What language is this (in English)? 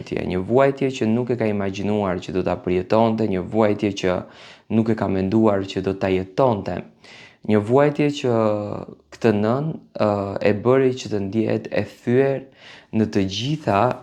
Albanian